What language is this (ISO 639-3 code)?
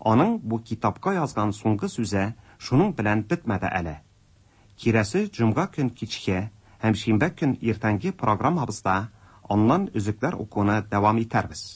tat